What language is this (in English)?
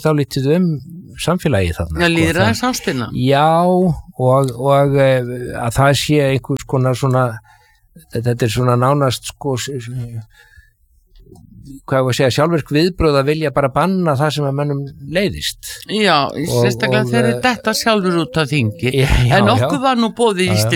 Icelandic